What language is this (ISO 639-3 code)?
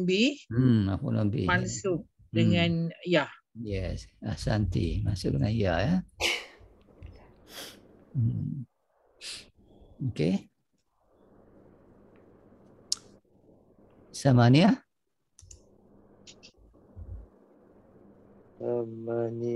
msa